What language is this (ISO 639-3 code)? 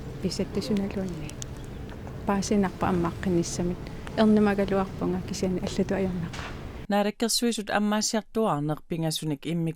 kal